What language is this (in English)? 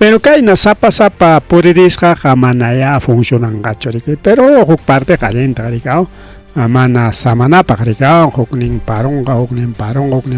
Ayacucho Quechua